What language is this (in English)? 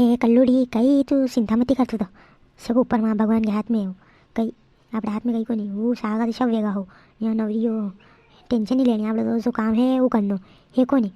Rajasthani